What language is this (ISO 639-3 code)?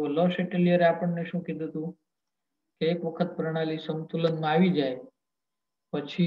guj